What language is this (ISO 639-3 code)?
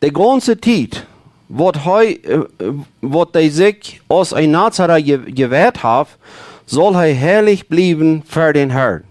pdt